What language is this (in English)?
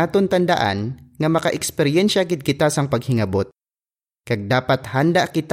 Hiligaynon